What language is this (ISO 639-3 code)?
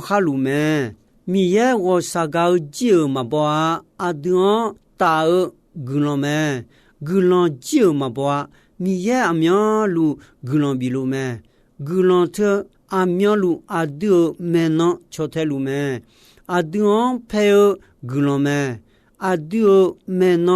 ahk